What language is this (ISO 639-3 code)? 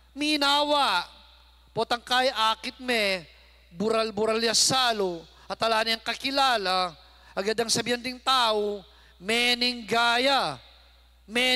pam